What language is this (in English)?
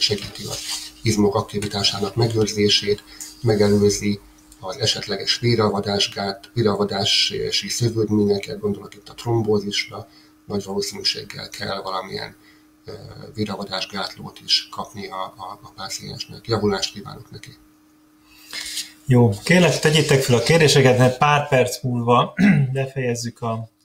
Hungarian